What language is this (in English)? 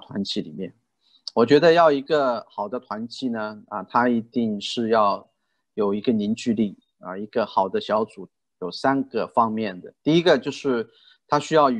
Chinese